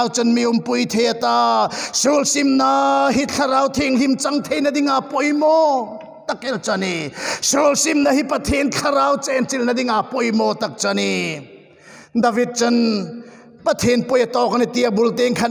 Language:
Hmar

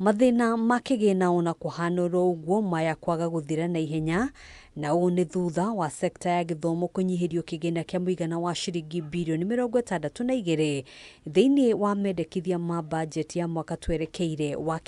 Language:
Kikuyu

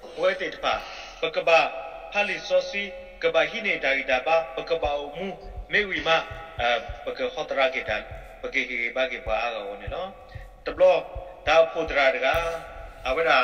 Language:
S'gaw Karen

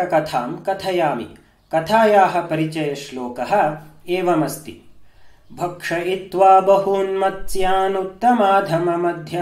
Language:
Sanskrit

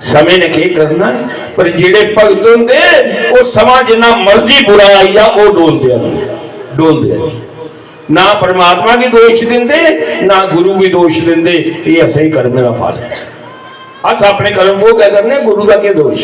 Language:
Dogri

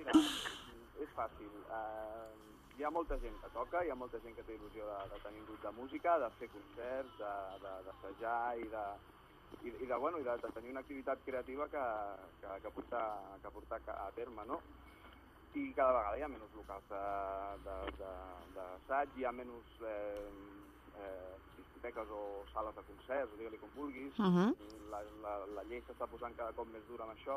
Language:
Catalan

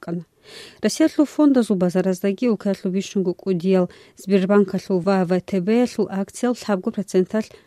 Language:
Avaric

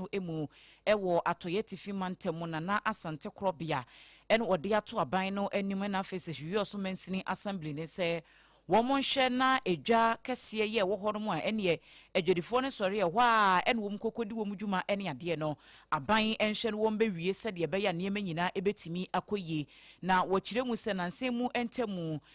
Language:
Akan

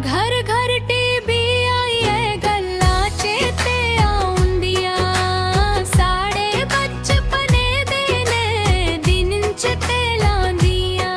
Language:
Dogri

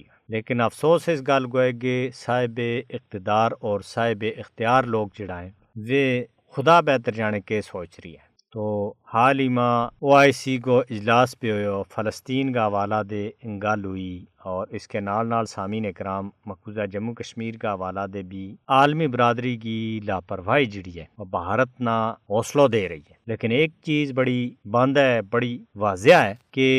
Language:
Gujari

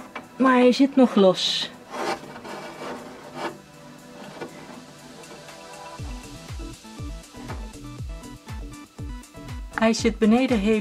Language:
Dutch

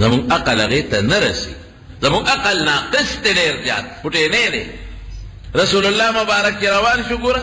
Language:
Pashto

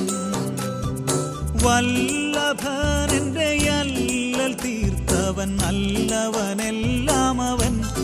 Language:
Malayalam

